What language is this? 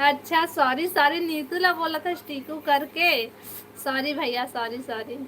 Chhattisgarhi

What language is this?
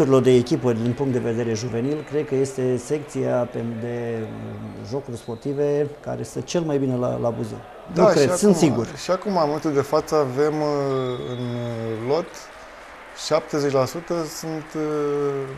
Romanian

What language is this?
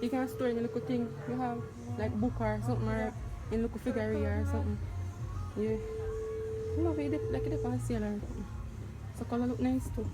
Jamaican Creole English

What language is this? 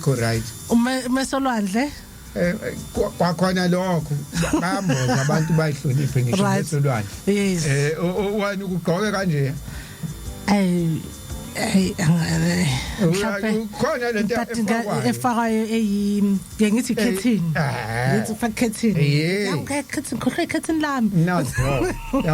Zulu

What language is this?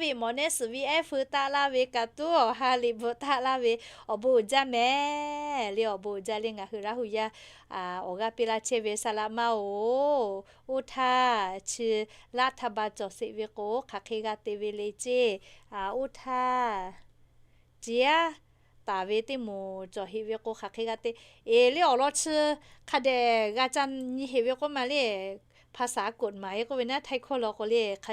Lahu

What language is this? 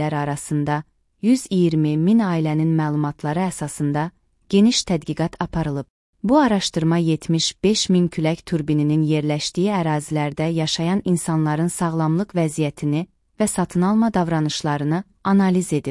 Azerbaijani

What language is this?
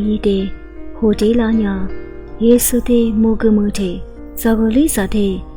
Lisu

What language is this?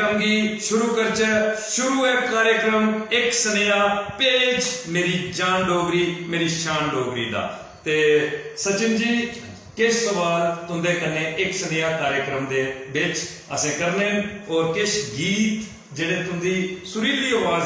Dogri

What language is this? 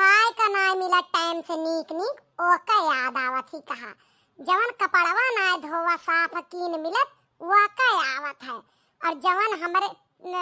Awadhi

